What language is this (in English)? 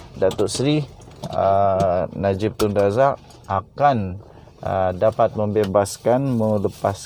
Malay